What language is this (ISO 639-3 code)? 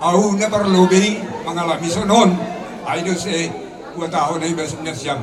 bts